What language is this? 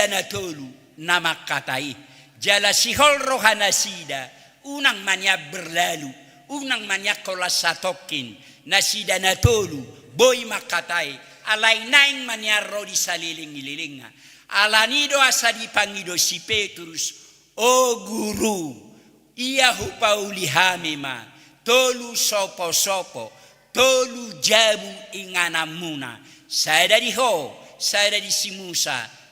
Batak Toba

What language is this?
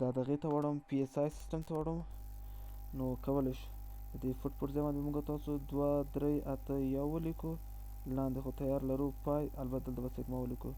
Pashto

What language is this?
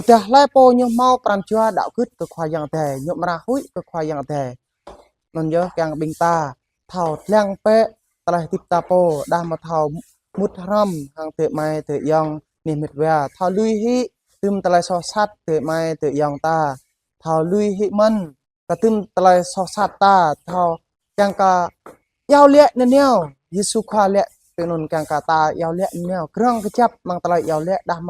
Jarai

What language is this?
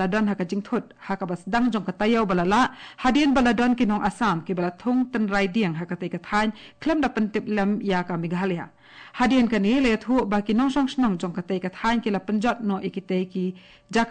Khasi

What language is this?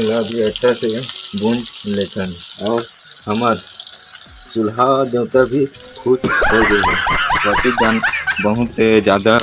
Chhattisgarhi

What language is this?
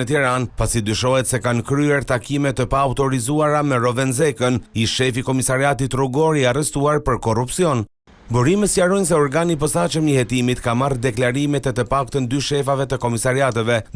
Albanian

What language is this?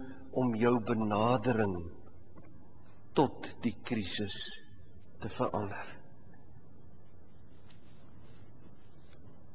Afrikaans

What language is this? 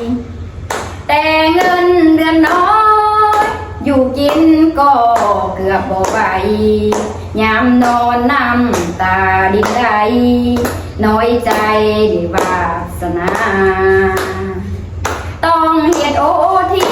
Lao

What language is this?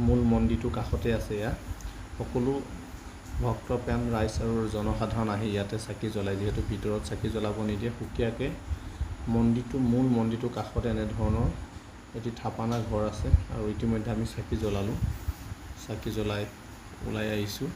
Assamese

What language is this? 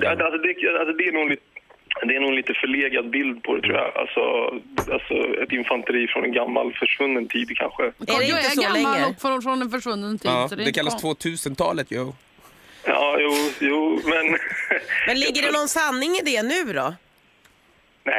Swedish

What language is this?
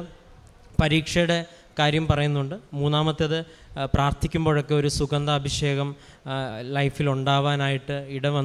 Malayalam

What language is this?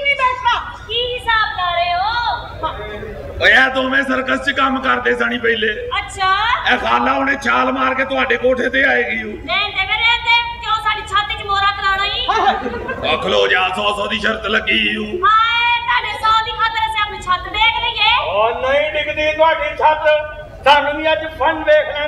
Punjabi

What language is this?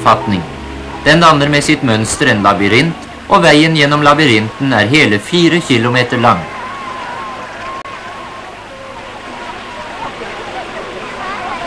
Norwegian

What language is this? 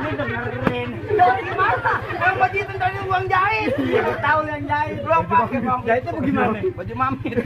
Betawi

